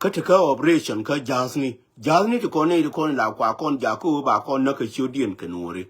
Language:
Nuer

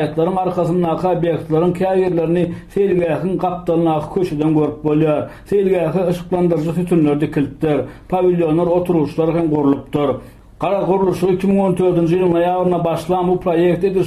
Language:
Turkmen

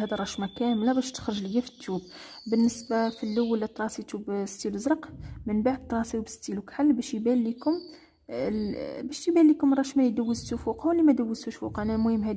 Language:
Moroccan Arabic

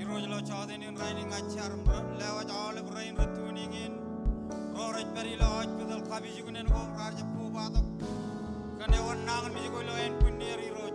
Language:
Marshallese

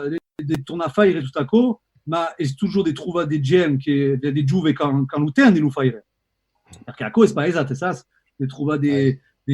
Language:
Occitan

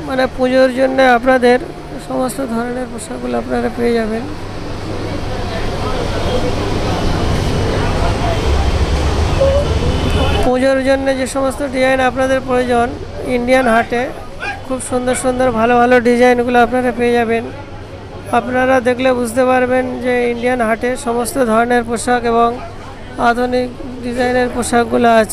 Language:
Bangla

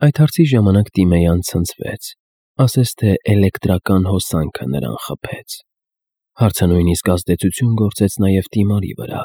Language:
Armenian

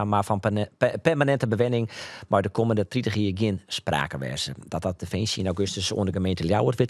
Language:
Western Frisian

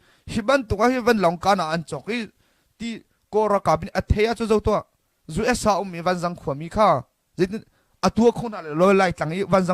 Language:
Hakha Chin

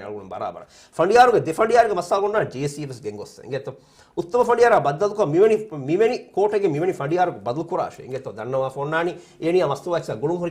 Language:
Divehi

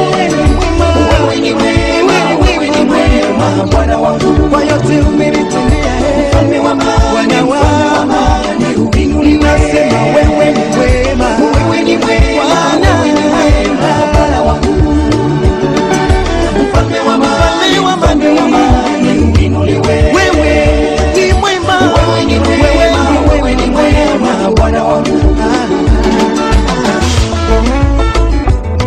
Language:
Swahili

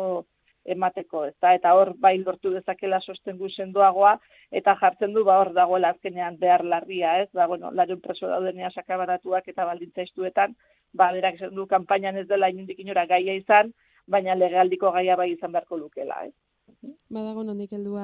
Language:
Basque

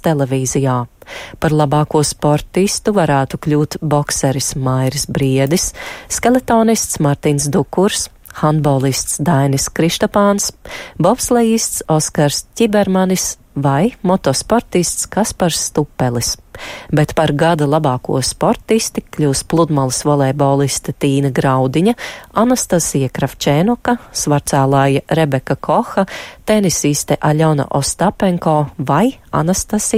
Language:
Latvian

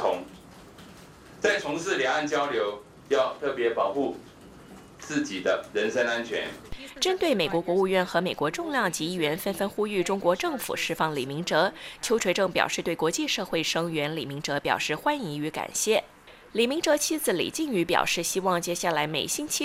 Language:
Chinese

